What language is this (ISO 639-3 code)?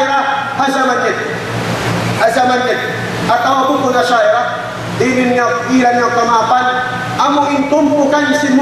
tsg